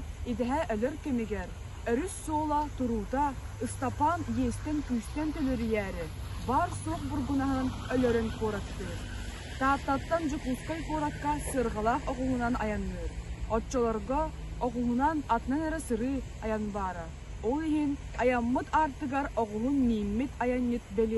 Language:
Yakut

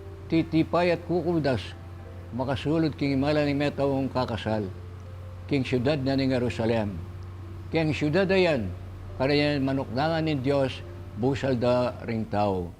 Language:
Pampanga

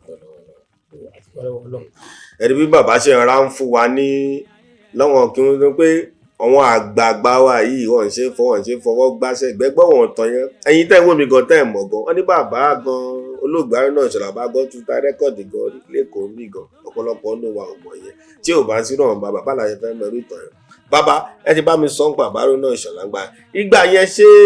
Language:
Yoruba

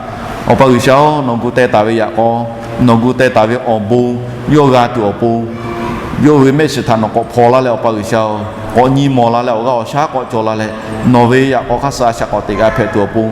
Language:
Lahu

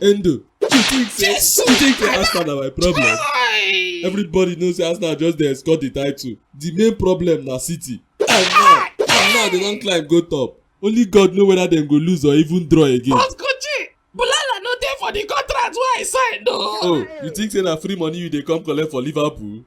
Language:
Nigerian Pidgin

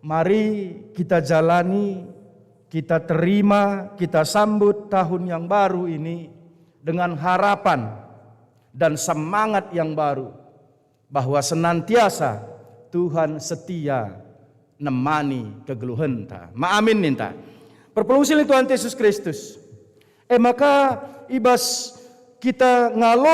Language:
Batak Karo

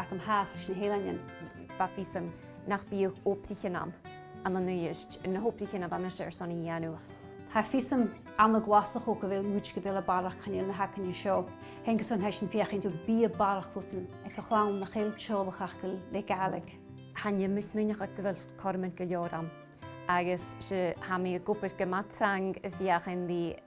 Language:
Scottish Gaelic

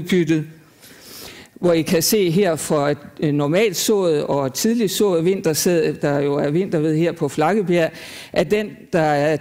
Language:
Danish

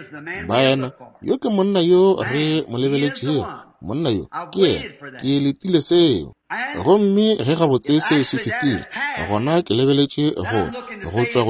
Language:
Northern Sotho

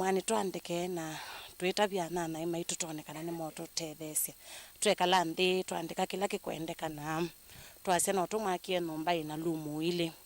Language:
Kamba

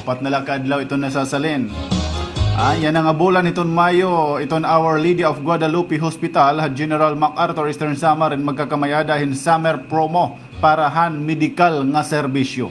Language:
Waray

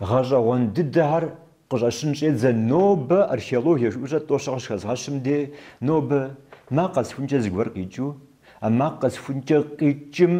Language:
Kabardian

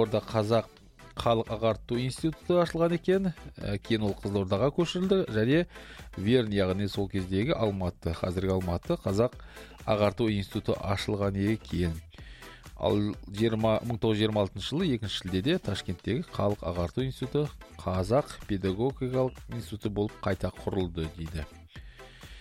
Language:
Kazakh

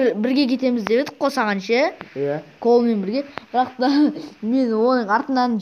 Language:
Kazakh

